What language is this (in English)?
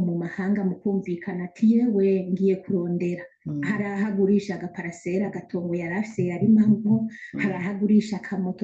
Rundi